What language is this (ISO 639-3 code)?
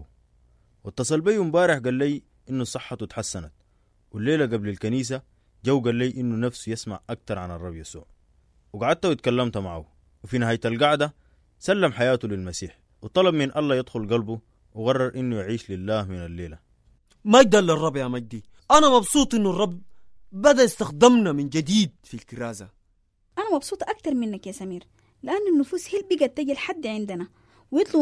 apd